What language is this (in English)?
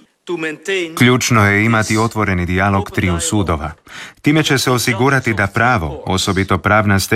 Croatian